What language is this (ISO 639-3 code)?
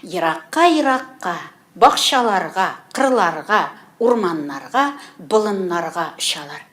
tat